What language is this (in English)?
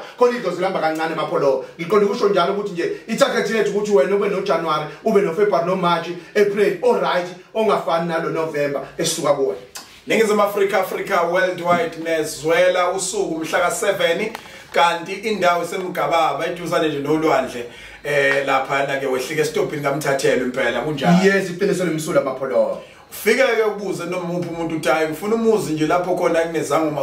Zulu